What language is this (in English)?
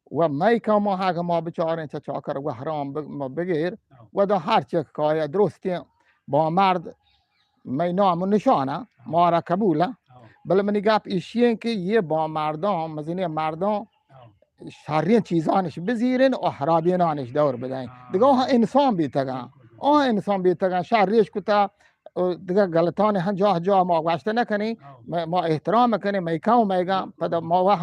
Eastern Balochi